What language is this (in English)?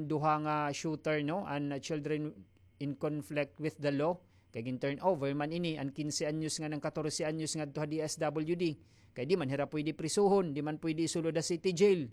Waray